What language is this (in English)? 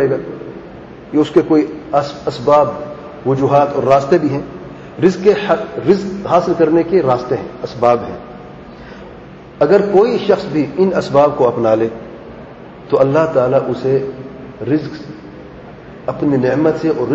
Urdu